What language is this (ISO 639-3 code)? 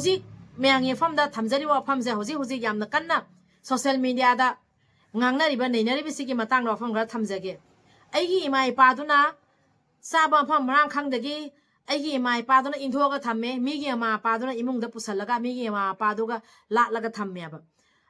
mni